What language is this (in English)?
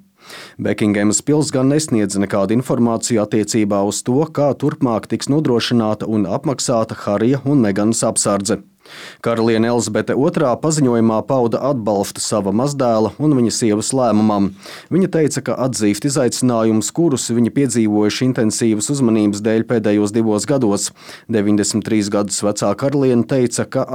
Latvian